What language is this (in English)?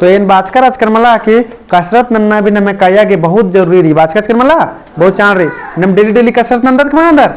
Kurukh